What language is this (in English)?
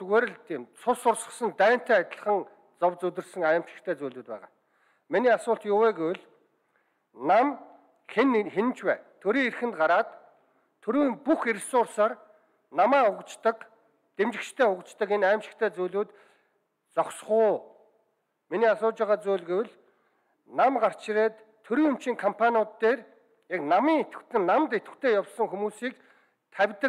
Mongolian